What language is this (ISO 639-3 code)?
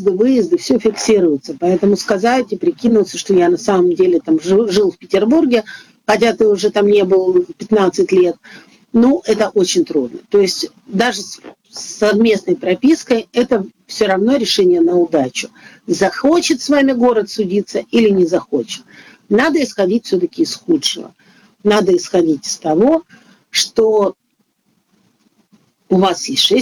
rus